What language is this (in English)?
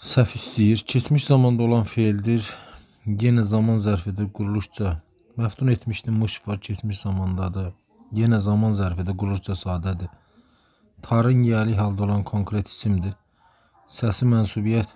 Azerbaijani